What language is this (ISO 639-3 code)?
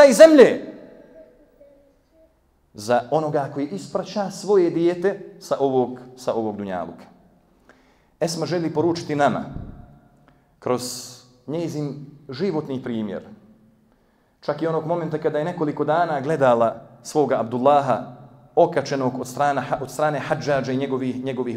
bos